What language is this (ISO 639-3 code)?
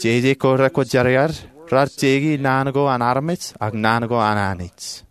mah